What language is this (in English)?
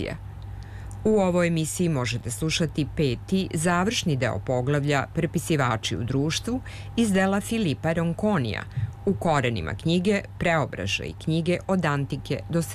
Serbian